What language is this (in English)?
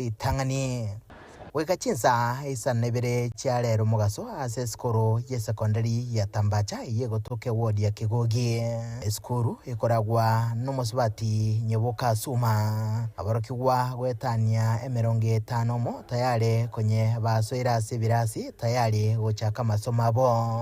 Gusii